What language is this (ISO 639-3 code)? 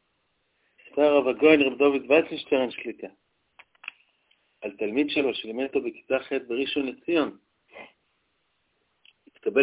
heb